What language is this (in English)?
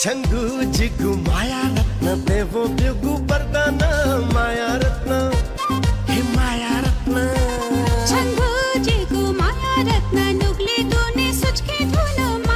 Newari